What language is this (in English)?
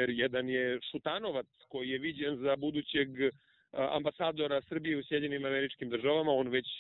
Serbian